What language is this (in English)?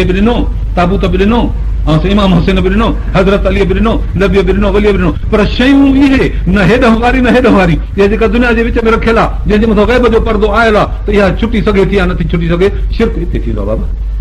Sindhi